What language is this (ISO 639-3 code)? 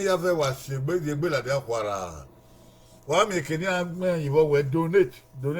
bin